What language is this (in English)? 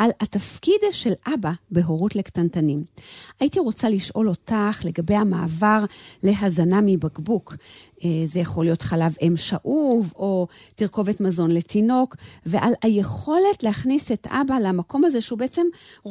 Hebrew